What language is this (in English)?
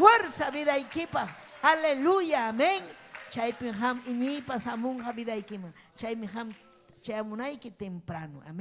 Ayacucho Quechua